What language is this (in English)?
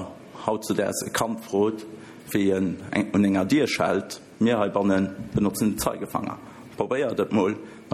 Luxembourgish